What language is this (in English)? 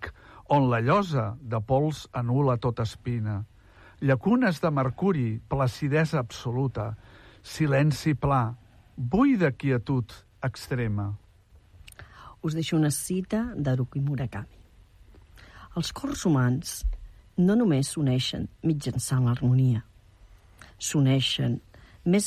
Catalan